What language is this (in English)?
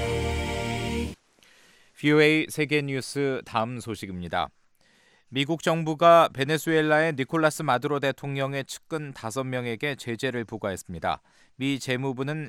Korean